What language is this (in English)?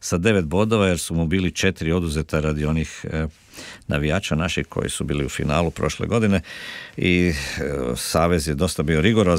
Croatian